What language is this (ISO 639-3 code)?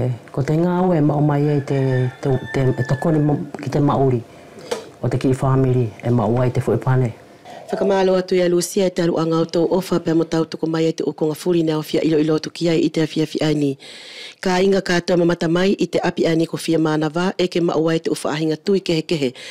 wls